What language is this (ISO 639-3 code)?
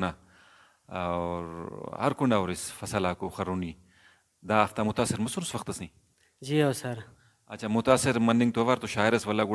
brh